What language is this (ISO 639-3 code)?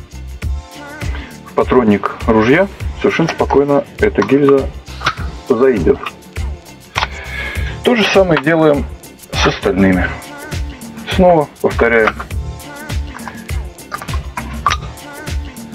rus